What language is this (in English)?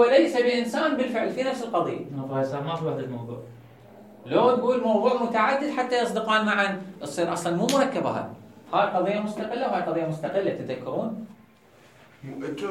Mesopotamian Arabic